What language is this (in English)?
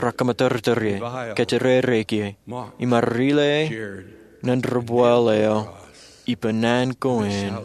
Marshallese